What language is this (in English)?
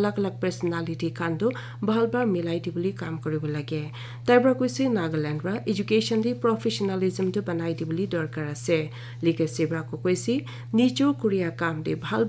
Naga Pidgin